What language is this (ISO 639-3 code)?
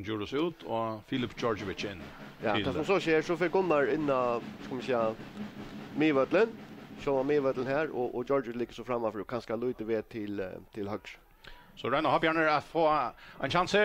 fao